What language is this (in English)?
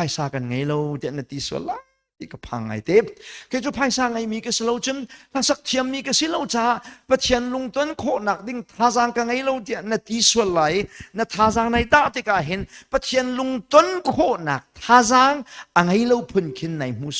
Hakha Chin